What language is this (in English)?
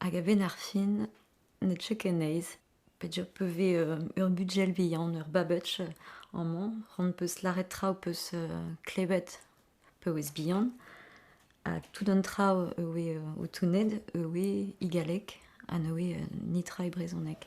Breton